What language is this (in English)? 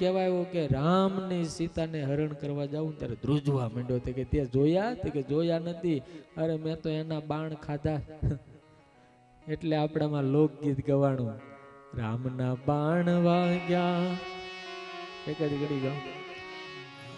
Gujarati